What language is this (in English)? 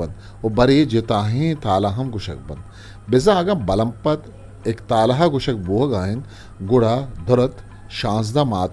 Eastern Balochi